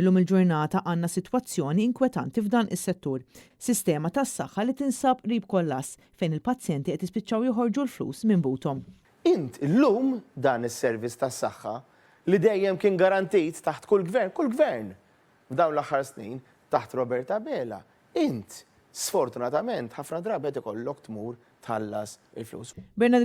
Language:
Maltese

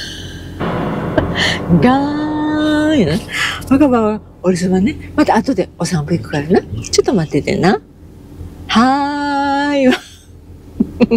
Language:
Japanese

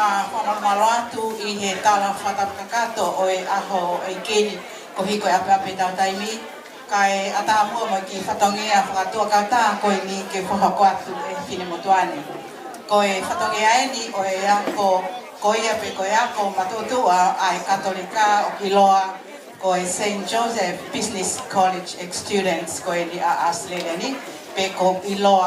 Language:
Tongan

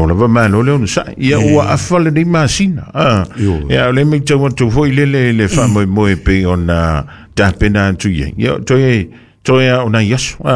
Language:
Samoan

